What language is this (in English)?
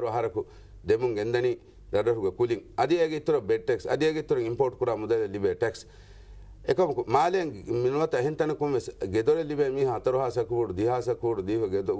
Divehi